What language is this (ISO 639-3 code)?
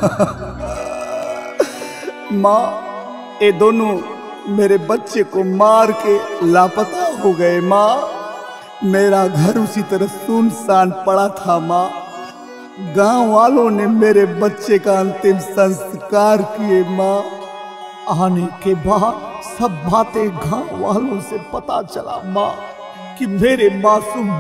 bho